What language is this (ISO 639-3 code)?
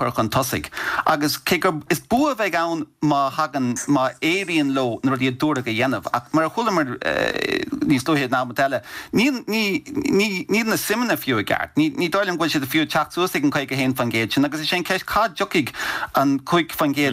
gle